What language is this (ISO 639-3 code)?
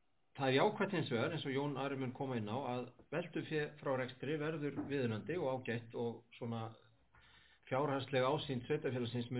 isl